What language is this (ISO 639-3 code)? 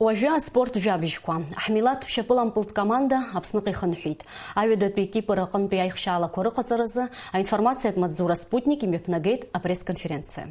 abk